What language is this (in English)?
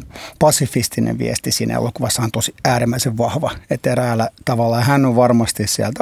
Finnish